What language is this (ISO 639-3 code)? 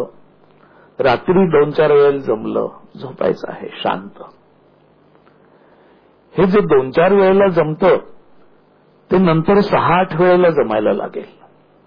mar